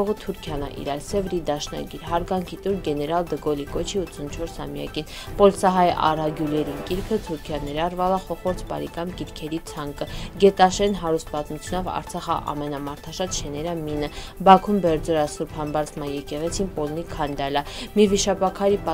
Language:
Armenian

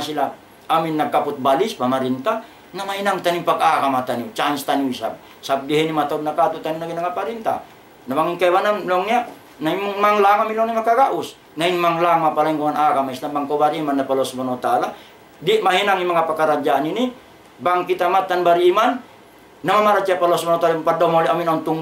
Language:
Tausug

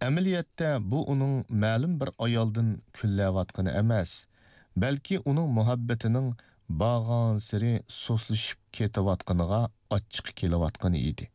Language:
Uyghur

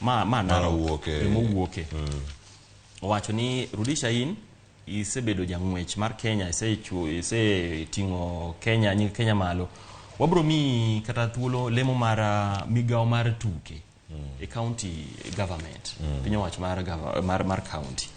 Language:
Luo (Kenya and Tanzania)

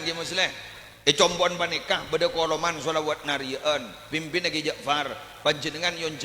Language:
Madurese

